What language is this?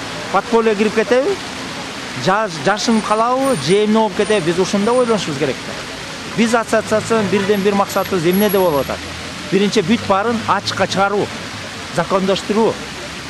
Kyrgyz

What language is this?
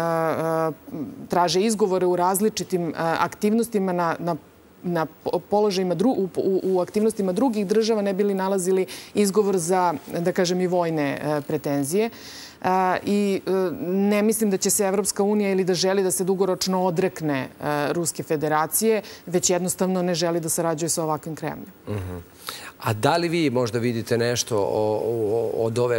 Serbian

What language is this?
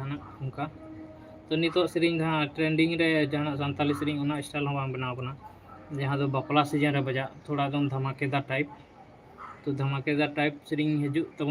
Santali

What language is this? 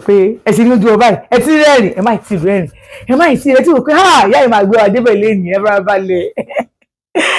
Yoruba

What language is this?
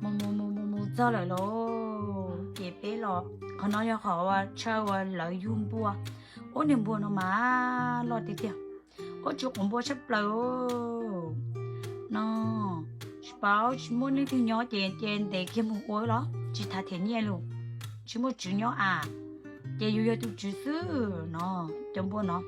Hmong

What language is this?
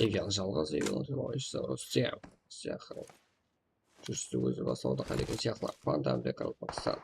Kara-Kalpak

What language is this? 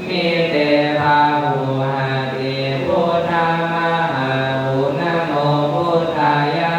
Pali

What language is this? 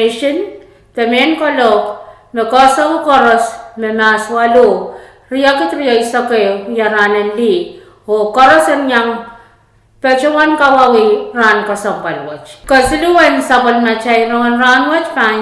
Pohnpeian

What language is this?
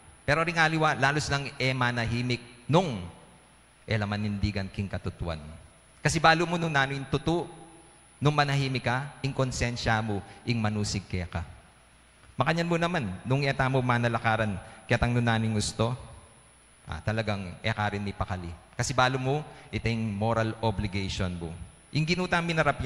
Pampanga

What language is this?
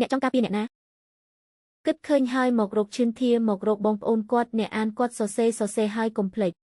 Khmer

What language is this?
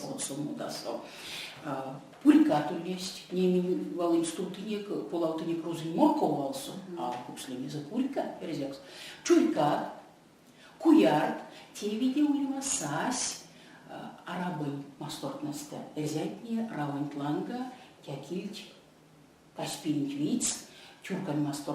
Erzya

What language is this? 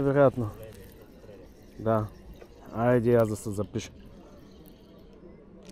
Bulgarian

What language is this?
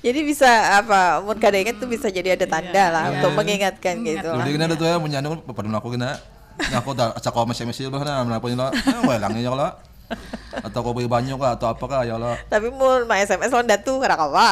Banjar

